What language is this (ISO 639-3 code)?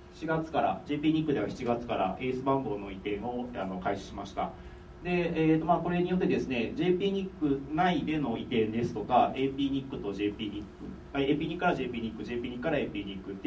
jpn